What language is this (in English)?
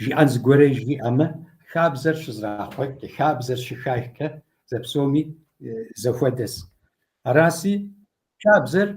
Kabardian